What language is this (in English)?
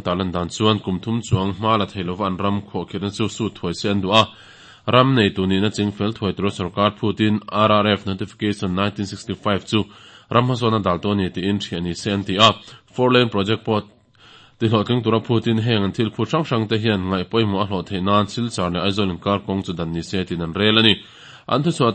Mizo